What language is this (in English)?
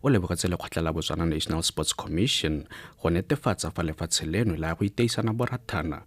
Tswana